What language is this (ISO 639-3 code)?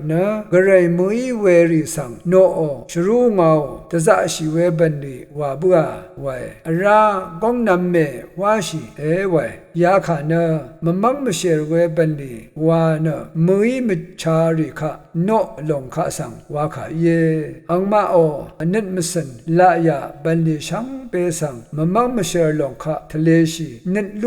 raw